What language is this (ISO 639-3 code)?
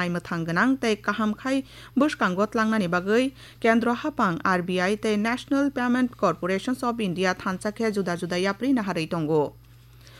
trp